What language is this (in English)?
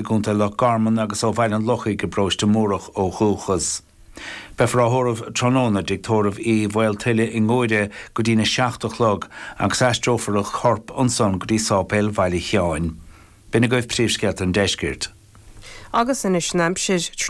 Irish